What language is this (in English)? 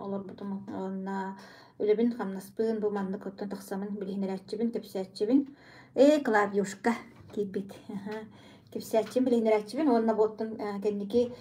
Yakut